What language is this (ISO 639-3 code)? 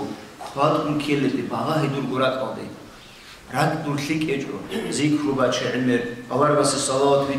ava